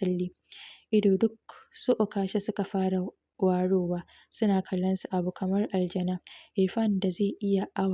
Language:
Hausa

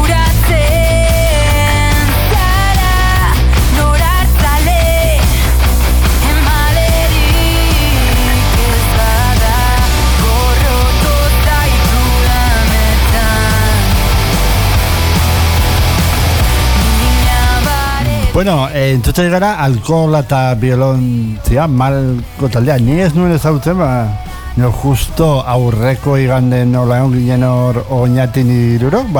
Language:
Basque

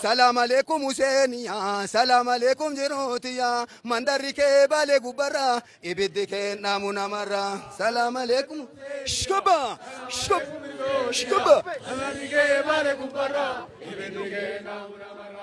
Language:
Oromo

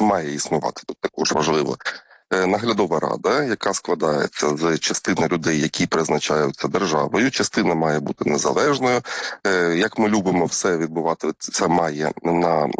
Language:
Ukrainian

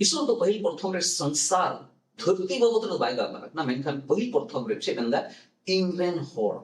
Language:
Santali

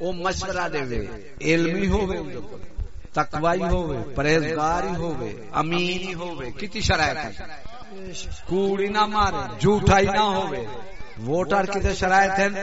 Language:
Saraiki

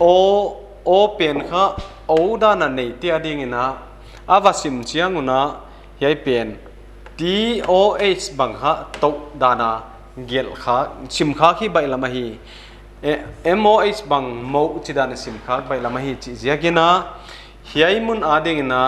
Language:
Paite Chin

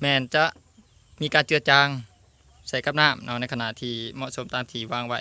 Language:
Lao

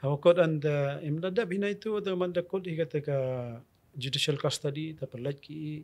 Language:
Khasi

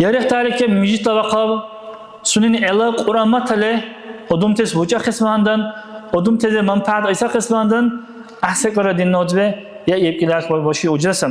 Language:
Dargwa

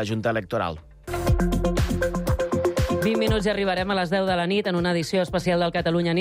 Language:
Catalan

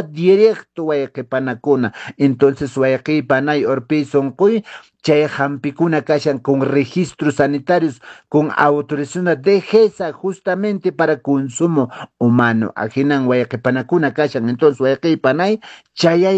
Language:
Quechua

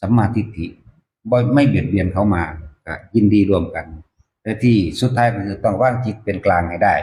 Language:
Northeastern Thai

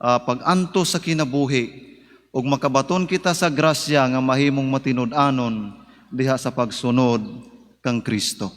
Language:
Cebuano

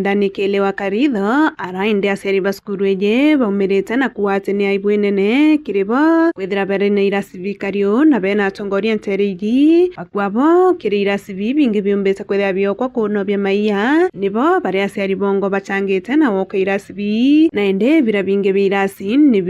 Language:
Meru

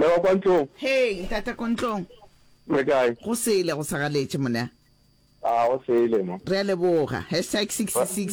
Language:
Northern Sotho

